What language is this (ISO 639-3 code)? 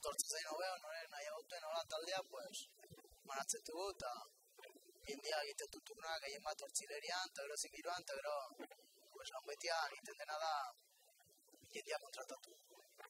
eus